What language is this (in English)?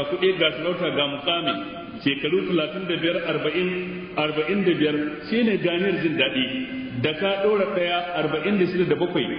Hausa